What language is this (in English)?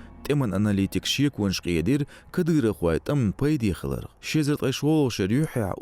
Chechen